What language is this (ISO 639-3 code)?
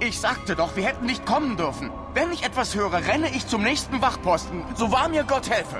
bar